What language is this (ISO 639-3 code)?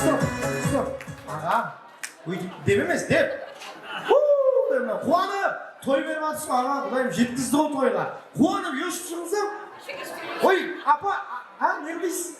kaa